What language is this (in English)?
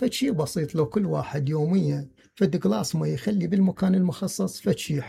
Mesopotamian Arabic